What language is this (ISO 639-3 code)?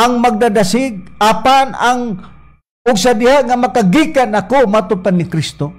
ceb